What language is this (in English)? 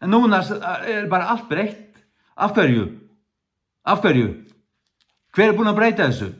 Faroese